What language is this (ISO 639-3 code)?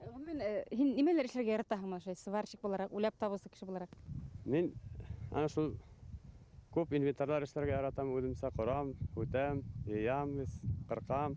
bak